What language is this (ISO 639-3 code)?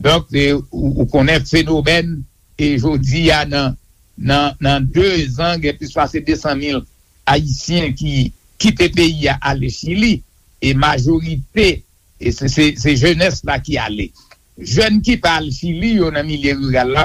hat